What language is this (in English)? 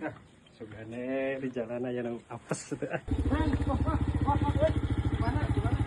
Sundanese